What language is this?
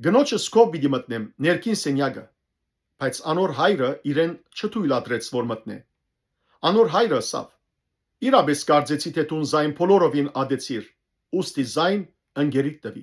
Western Armenian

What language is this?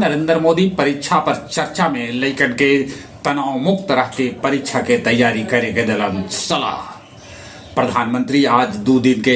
Magahi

